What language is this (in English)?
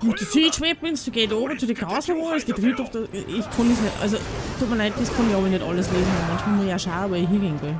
Bavarian